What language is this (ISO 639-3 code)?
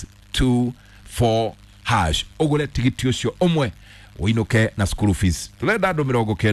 kik